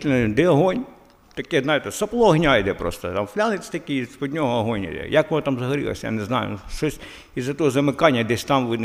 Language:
Ukrainian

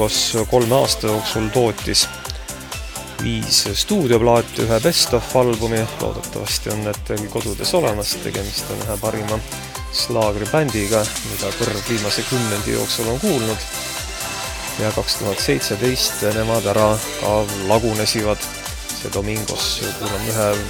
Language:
Estonian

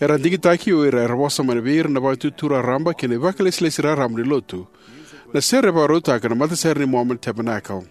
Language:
Fijian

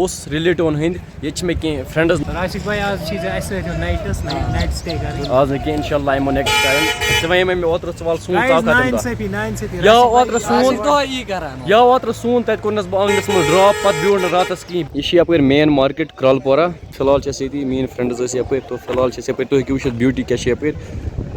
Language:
Kashmiri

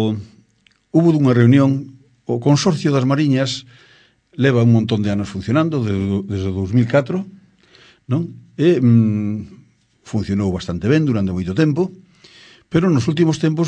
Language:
Galician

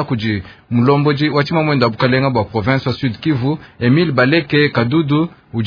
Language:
Luba-Lulua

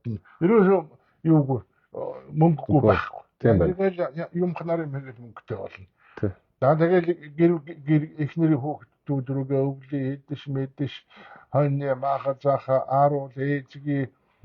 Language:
Mongolian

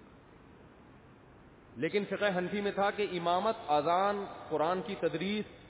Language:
Urdu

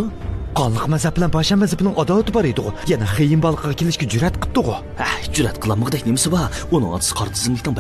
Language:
Uyghur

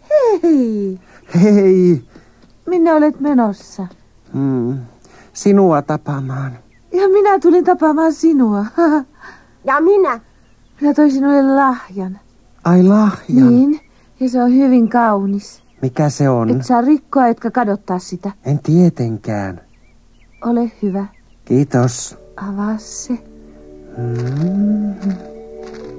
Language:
Finnish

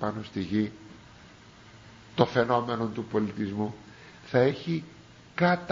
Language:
Greek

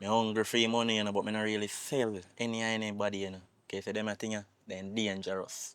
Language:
Jamaican Creole English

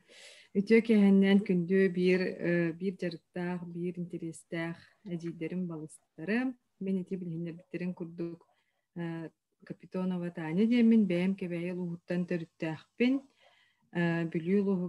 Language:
Yakut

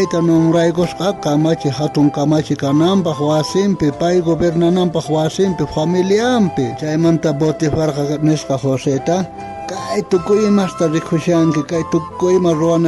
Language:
South Bolivian Quechua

